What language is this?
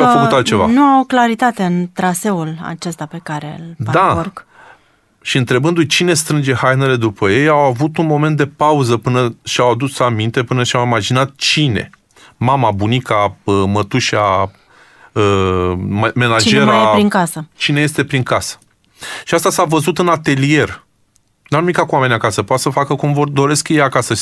Romanian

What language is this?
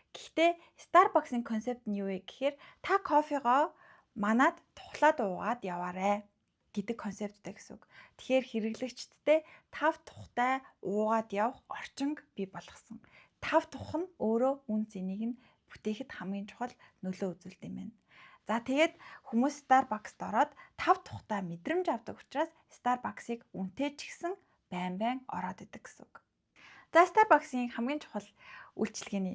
Mongolian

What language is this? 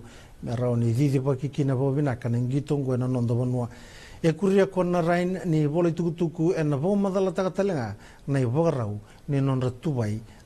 Fijian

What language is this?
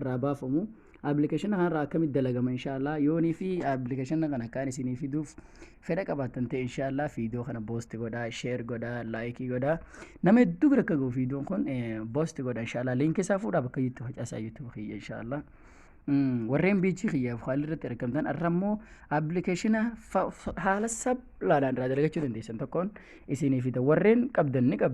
Oromo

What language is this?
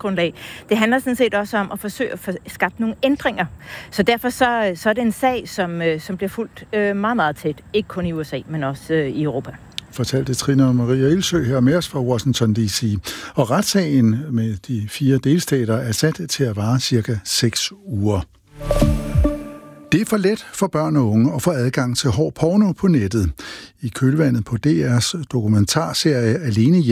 Danish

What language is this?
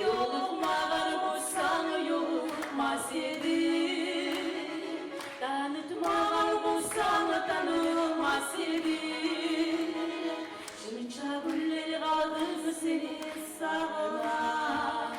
Kumyk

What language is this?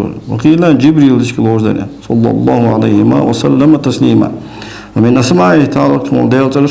Ingush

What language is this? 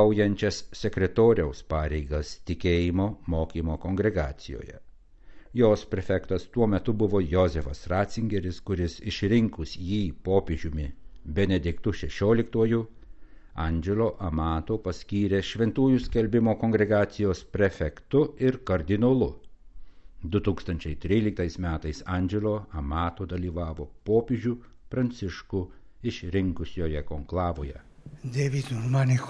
Lithuanian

